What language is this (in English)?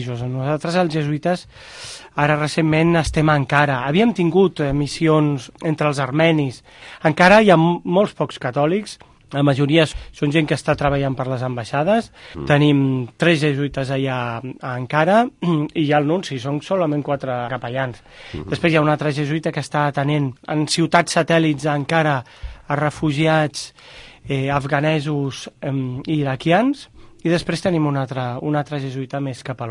Catalan